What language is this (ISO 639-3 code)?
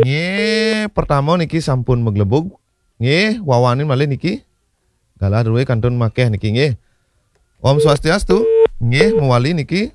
ban